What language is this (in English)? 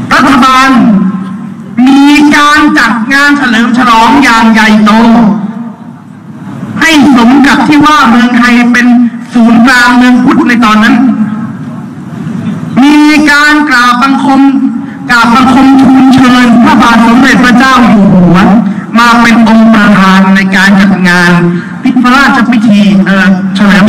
Thai